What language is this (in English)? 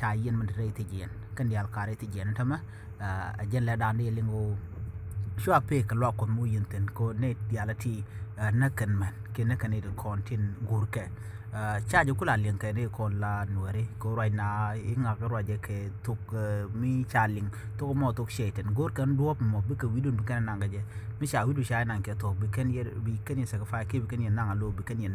Nuer